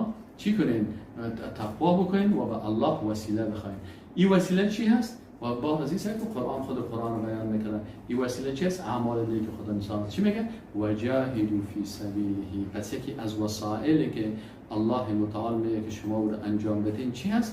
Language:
Persian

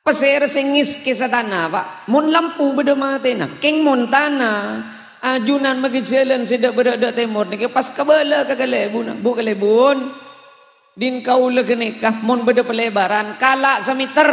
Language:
Madurese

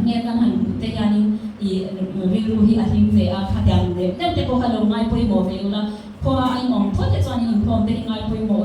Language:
Mizo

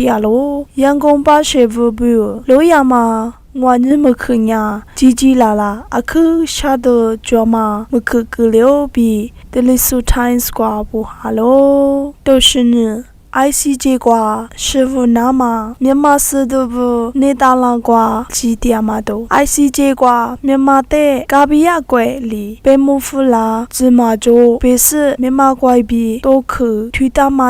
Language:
Lisu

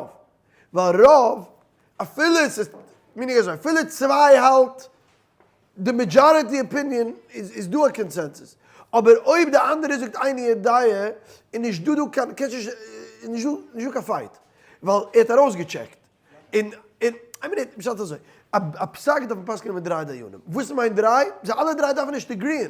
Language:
Yiddish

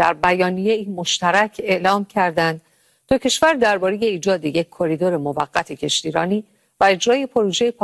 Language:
Persian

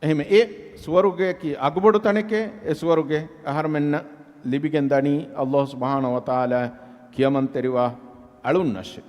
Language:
Divehi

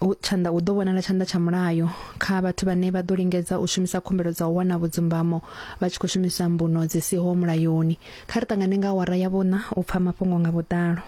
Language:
Venda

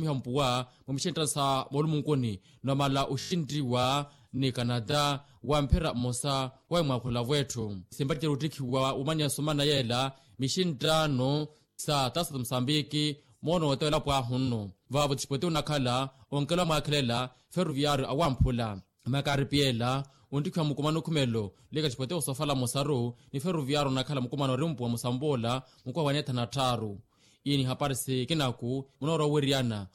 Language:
Makhuwa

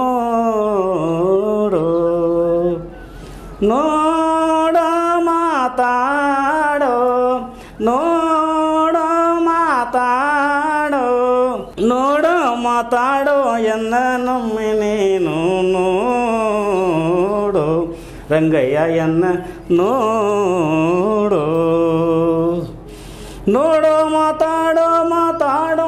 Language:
Kannada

